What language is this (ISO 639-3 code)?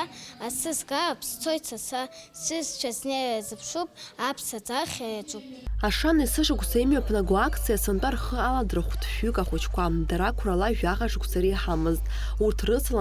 abk